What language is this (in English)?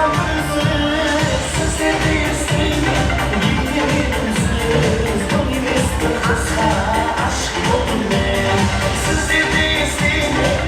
Kara-Kalpak